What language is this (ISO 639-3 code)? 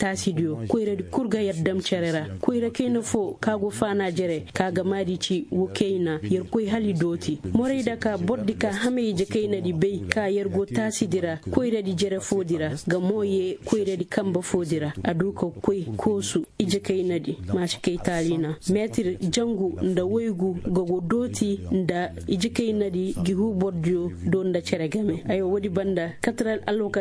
ses